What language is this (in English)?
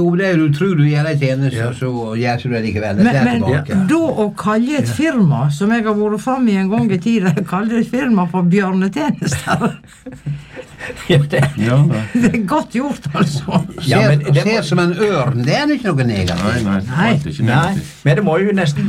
Norwegian